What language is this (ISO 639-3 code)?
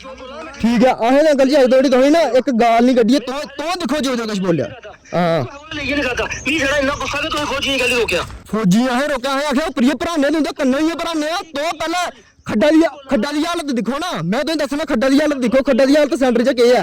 doi